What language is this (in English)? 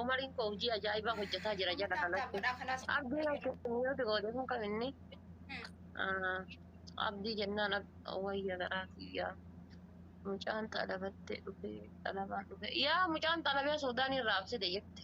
Oromo